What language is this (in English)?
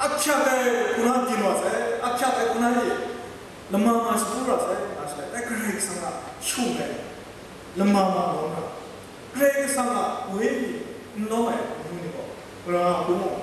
Kachin